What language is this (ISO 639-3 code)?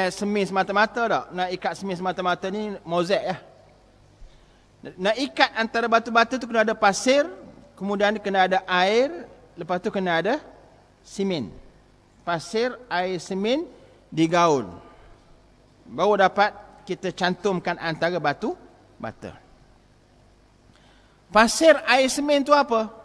msa